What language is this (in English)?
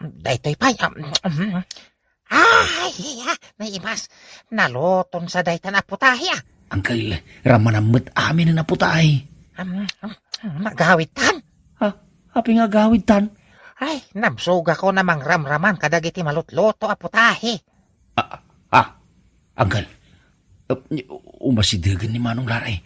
Iloko